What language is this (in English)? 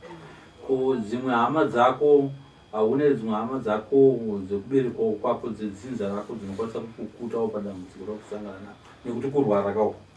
Shona